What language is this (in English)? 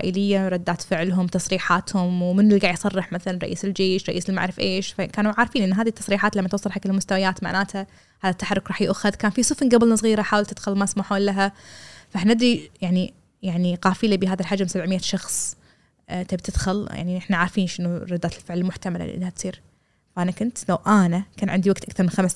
Gulf Arabic